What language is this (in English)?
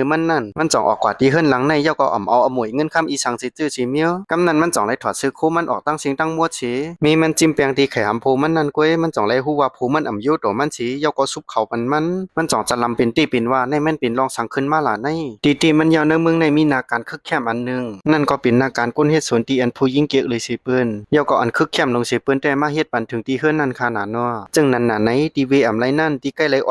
Shan